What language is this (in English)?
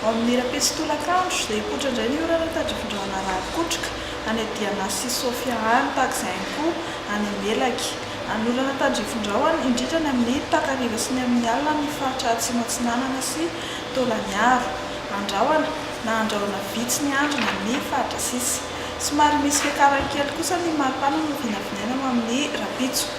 Malagasy